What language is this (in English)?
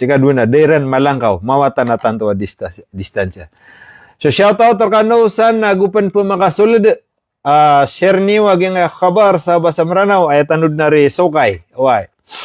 Maranao